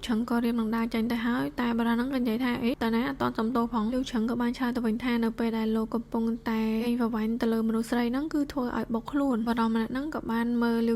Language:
Khmer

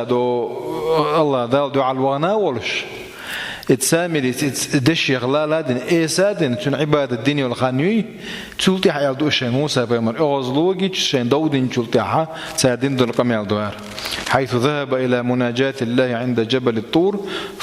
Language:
Chechen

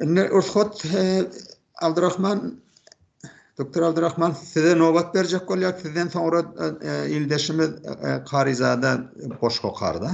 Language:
Turkmen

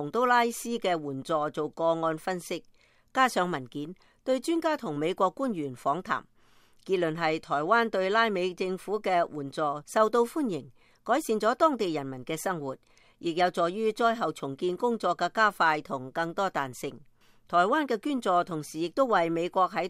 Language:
Cantonese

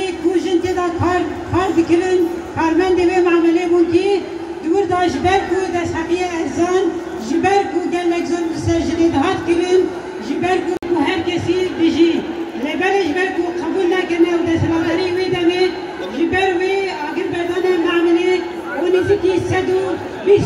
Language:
Kurdish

